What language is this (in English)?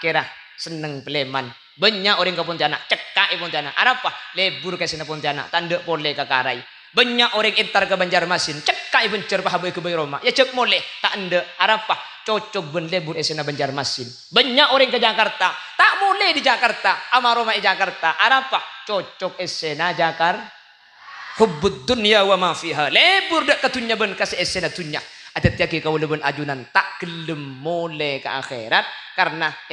Madurese